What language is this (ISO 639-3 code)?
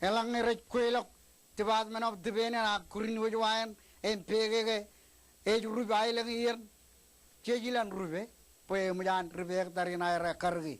mah